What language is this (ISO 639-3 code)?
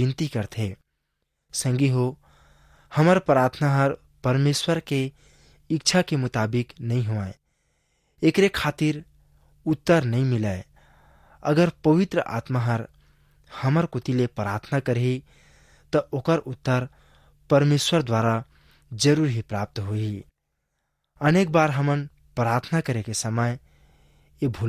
hne